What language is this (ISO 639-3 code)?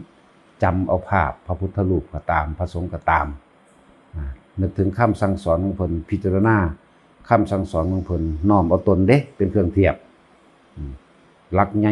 tts